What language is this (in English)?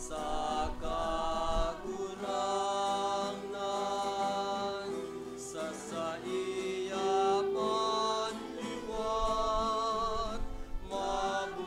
Bikol